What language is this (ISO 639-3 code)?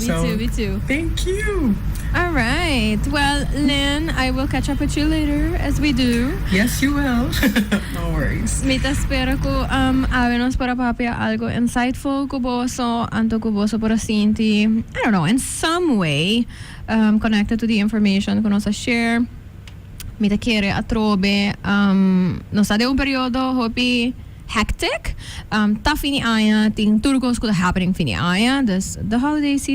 pap